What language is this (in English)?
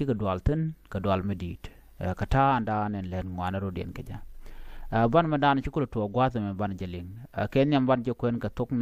Nuer